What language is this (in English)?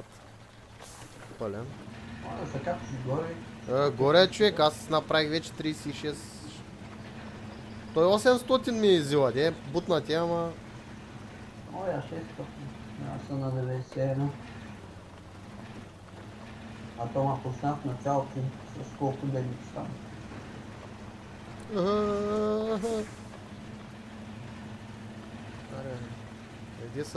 Bulgarian